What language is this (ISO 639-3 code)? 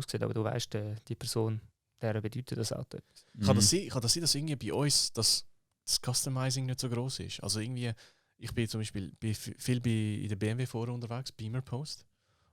gsw